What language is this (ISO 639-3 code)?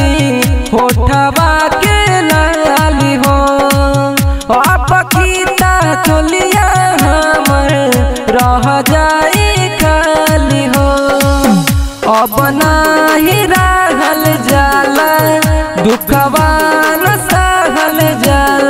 bho